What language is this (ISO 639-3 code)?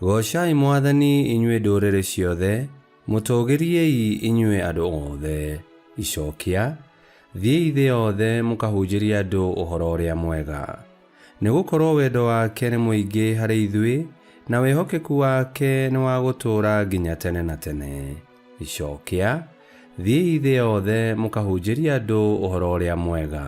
kik